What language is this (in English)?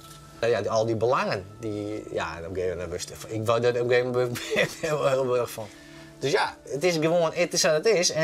Western Frisian